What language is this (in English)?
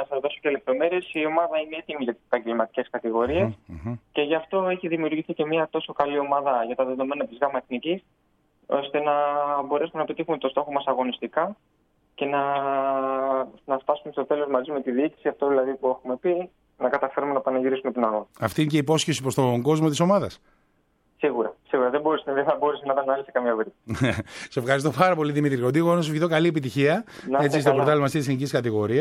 Greek